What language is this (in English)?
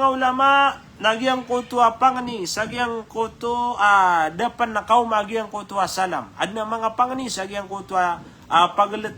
Maranao